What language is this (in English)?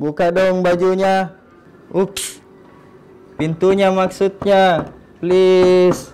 Makassar Malay